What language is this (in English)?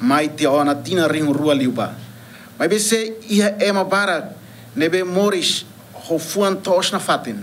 Tetum